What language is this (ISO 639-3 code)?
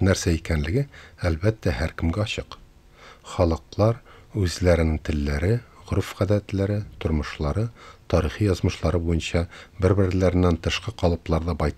tat